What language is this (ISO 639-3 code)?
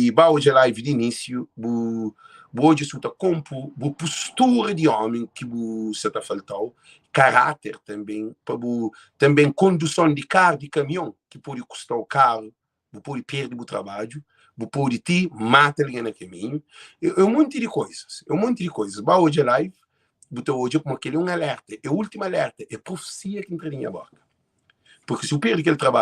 kea